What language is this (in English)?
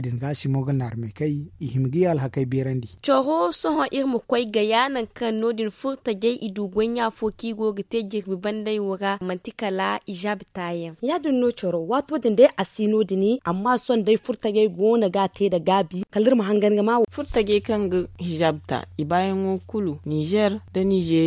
Zarma